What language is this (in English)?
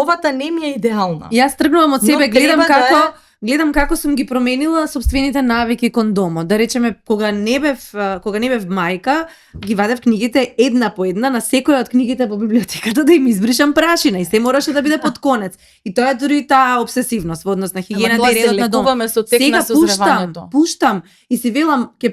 Macedonian